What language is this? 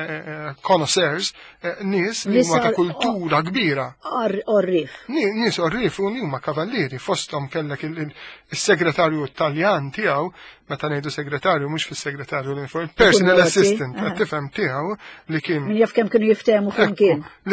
Maltese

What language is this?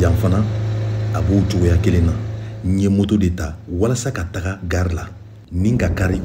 Bambara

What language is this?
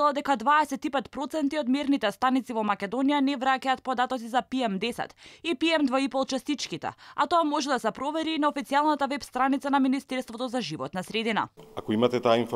Macedonian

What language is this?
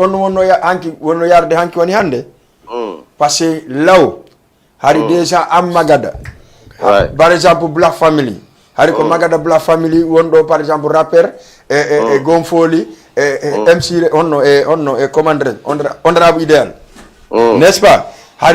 Fula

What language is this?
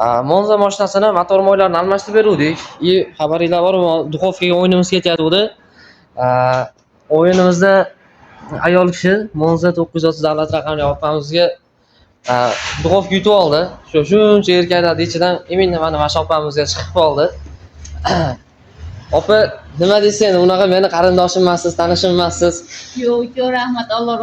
Uzbek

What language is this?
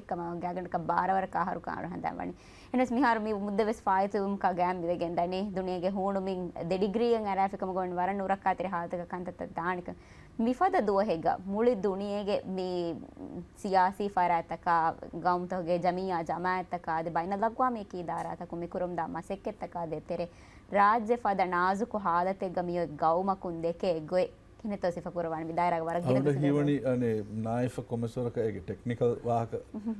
Divehi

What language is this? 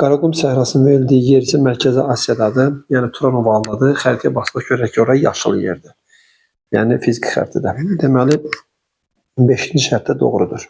Azerbaijani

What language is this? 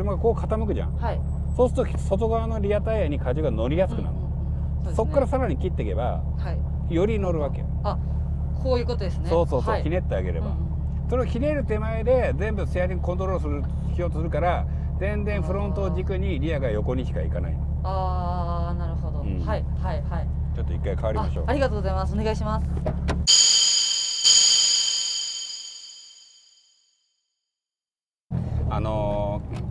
Japanese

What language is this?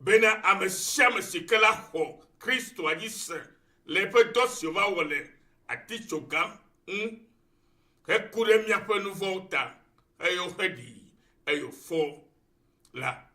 Ewe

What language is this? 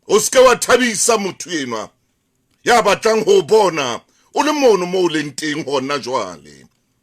Southern Sotho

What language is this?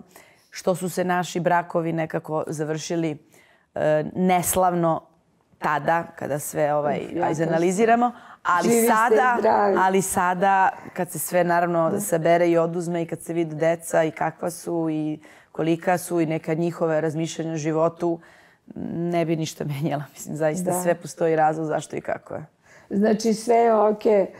Serbian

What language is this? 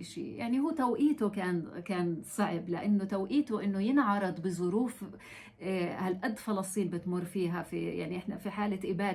North Levantine Arabic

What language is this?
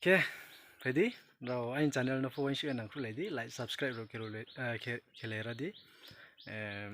Riang (India)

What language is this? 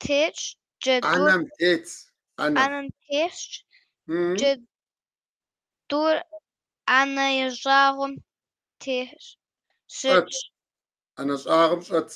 Kabardian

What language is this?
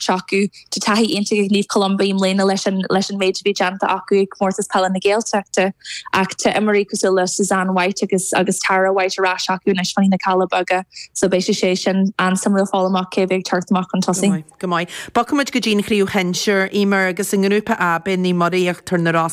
Irish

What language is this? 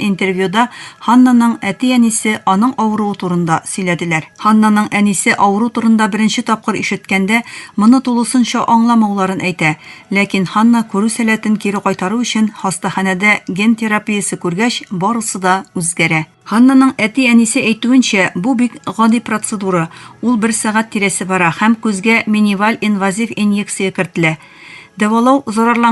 Tatar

